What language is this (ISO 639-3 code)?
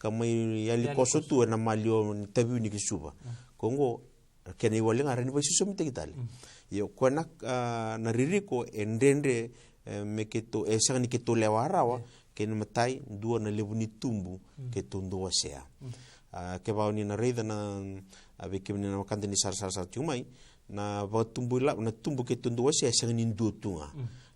fij